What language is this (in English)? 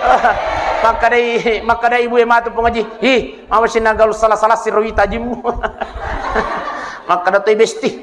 Buginese